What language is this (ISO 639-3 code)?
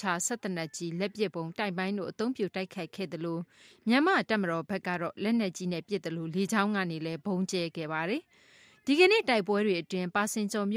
mya